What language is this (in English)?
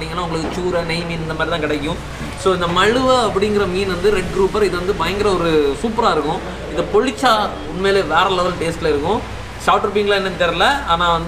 Tamil